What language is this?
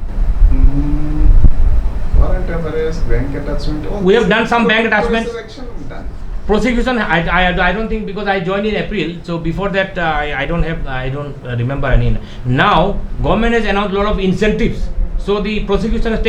Naga Pidgin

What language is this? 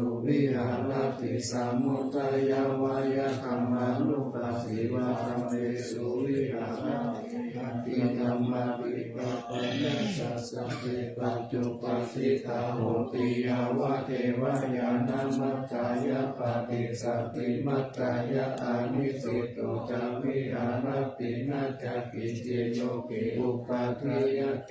Pali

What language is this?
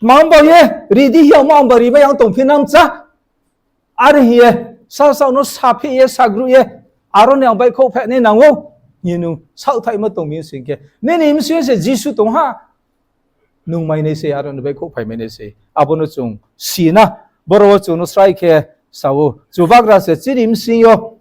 Riang (India)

